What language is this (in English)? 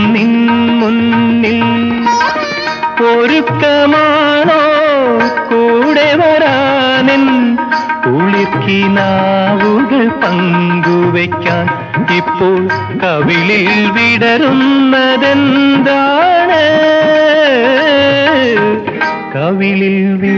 Malayalam